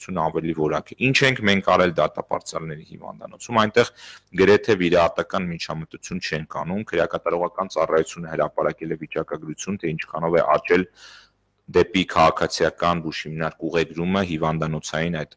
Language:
Armenian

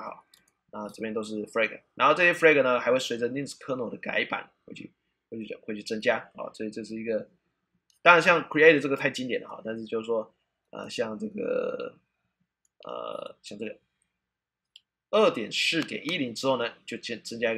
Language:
Chinese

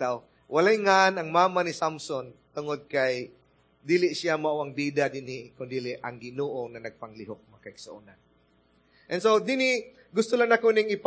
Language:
Cebuano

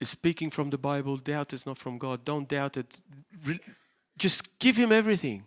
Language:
English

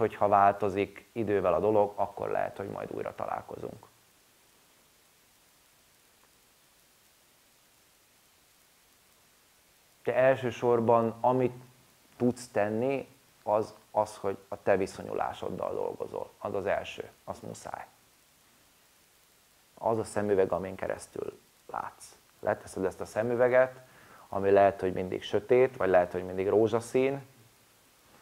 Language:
Hungarian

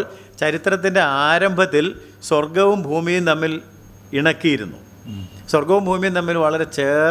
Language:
Malayalam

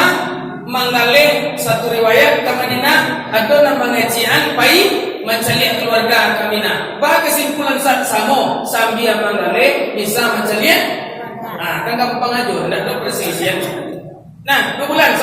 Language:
Minangkabau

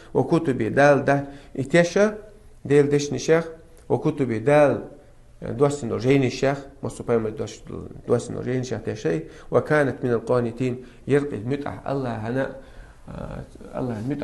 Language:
Chechen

